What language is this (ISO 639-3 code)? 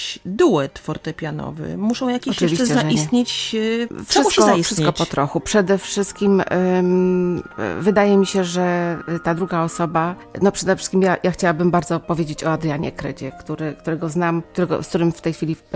pol